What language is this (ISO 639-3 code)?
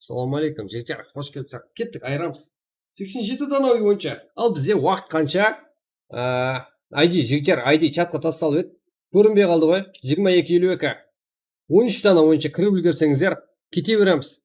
kaa